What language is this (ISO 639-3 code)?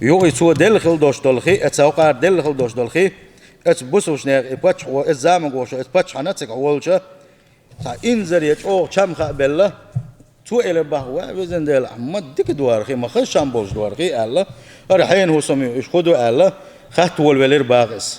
che